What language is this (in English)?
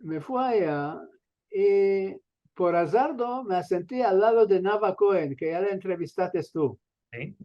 Ladino